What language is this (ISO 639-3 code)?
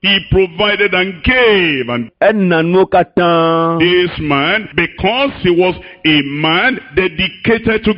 ewe